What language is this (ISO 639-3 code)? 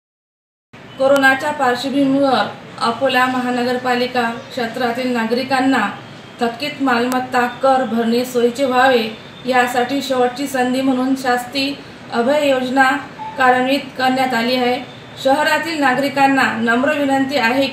mar